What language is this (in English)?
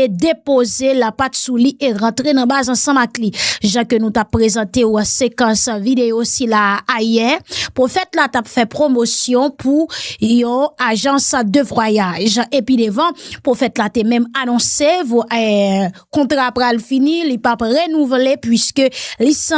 Haitian Creole